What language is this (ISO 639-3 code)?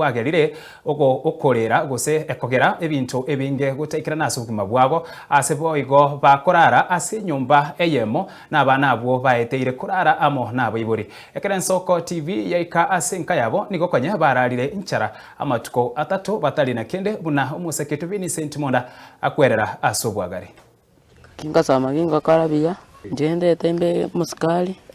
guz